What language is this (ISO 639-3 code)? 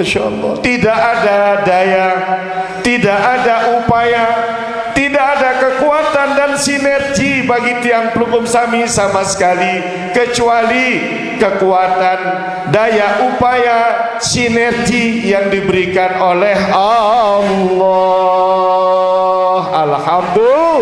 sas